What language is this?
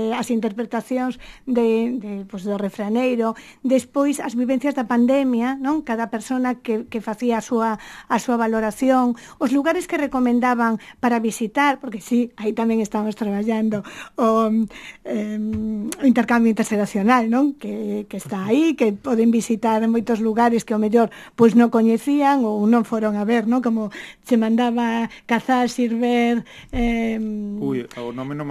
Galician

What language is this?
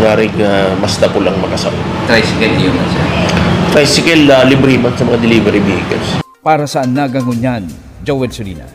Bikol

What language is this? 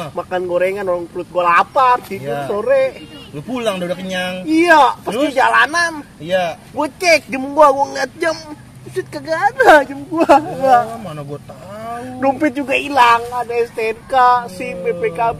Betawi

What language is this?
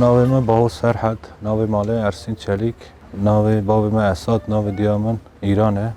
Kurdish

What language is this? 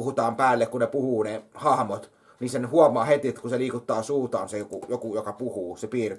Finnish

